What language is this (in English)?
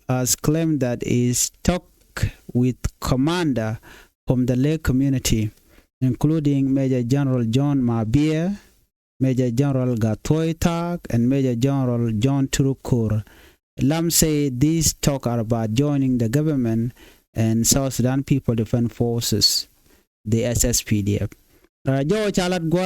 Nuer